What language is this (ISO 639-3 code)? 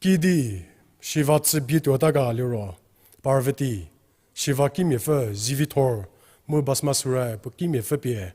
njm